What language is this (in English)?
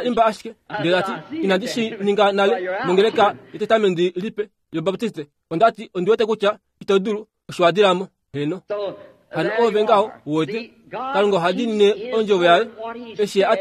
Kuanyama